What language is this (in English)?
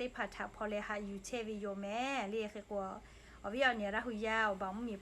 Lahu